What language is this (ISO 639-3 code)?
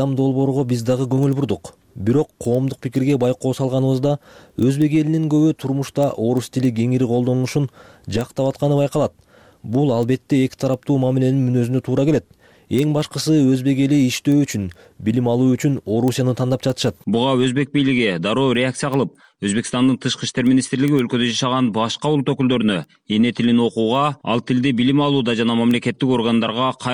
kir